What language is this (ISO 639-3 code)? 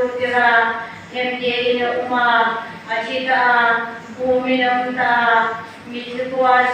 hmr